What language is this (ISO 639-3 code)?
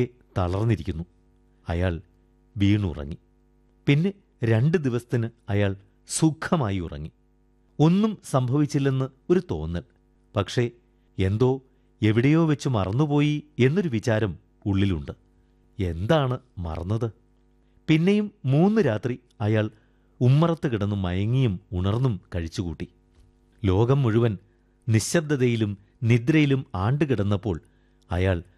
mal